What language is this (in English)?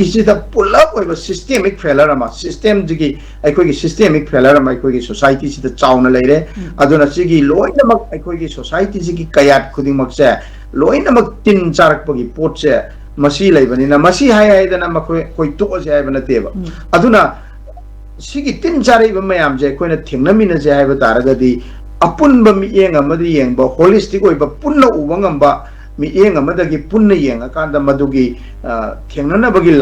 Manipuri